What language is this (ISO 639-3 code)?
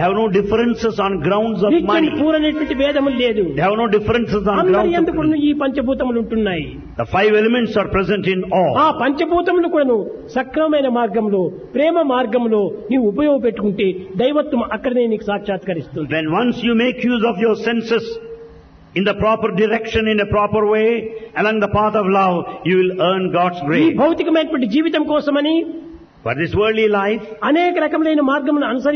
tel